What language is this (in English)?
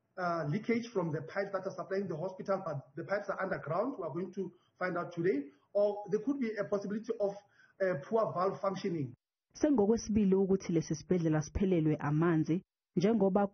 Zulu